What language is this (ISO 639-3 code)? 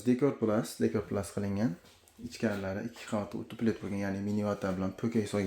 uzb